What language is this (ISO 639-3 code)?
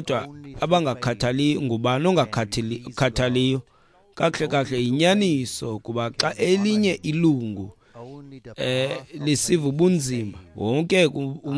xho